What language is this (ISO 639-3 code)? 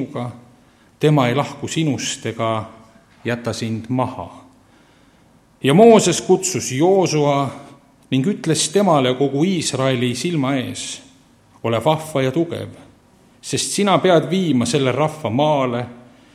est